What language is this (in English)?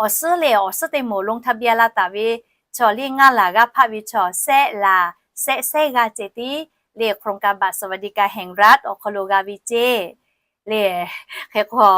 Lahu